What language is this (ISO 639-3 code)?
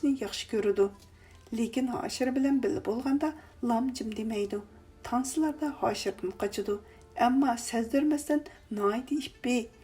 uig